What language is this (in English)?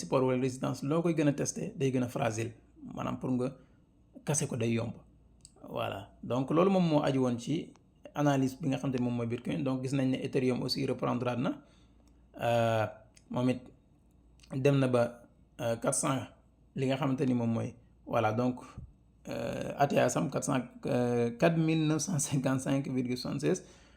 Wolof